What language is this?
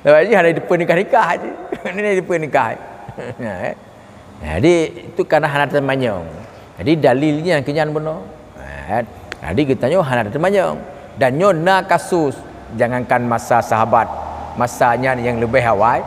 Achinese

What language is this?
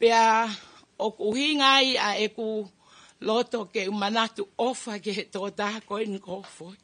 Tongan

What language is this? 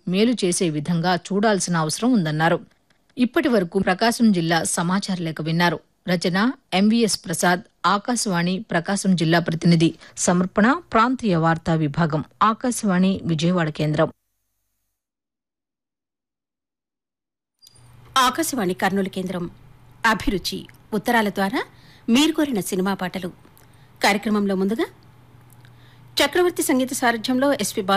Telugu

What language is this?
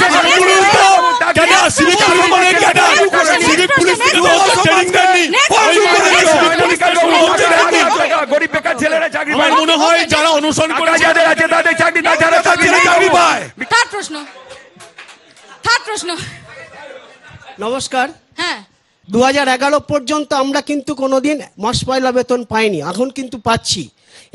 Bangla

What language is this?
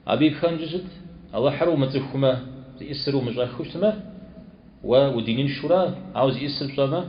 Kabardian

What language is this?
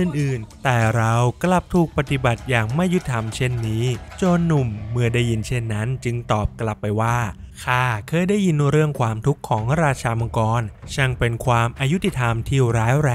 Thai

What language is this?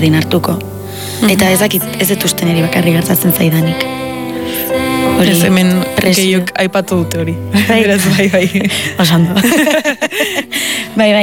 Basque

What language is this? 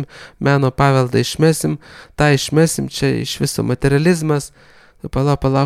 Lithuanian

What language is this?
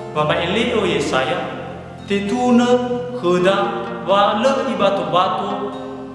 Nias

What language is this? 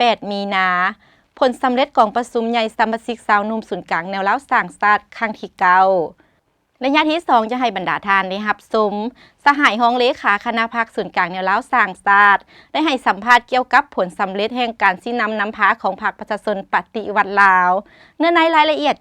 Lao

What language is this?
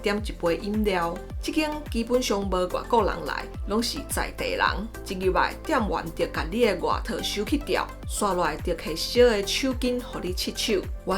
Min Nan Chinese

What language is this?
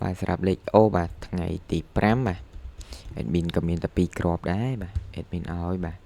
Khmer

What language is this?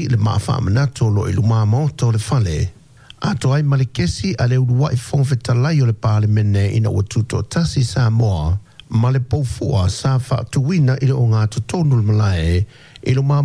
Samoan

